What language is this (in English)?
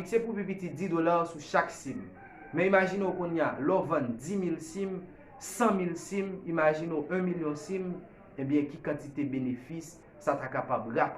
Haitian Creole